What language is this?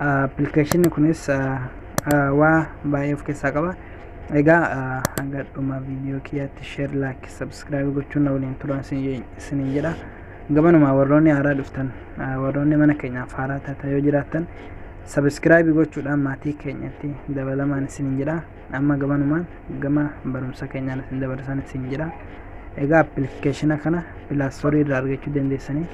Oromo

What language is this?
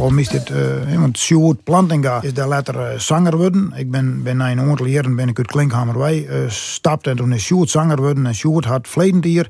Western Frisian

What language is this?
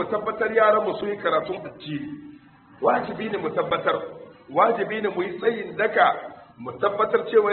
Hausa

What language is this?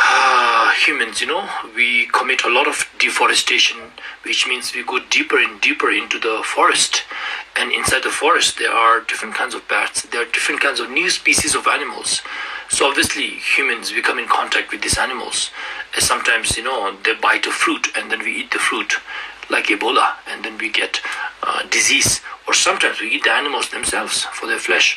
Ladakhi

